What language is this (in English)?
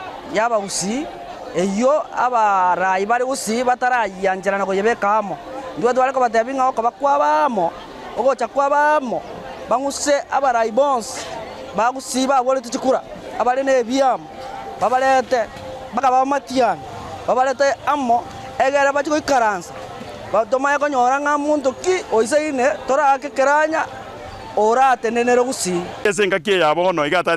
Gusii